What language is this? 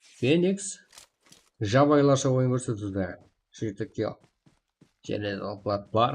Kara-Kalpak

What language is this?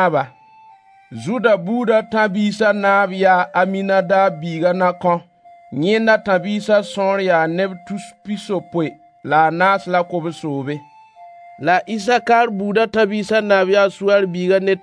Mossi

